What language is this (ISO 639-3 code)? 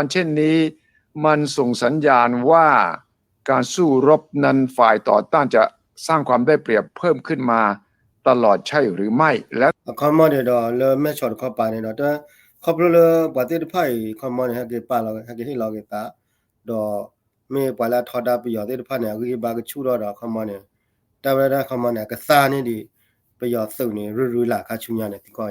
ksw